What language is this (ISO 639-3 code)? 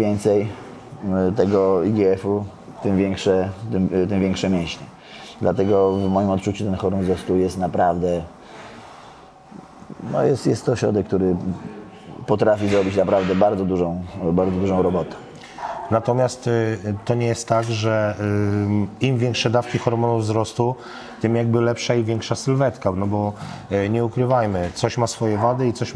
pol